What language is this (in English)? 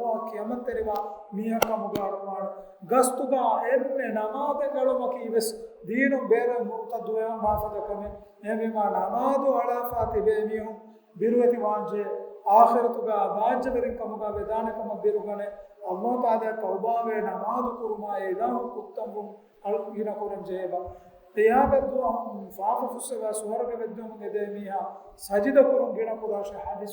Divehi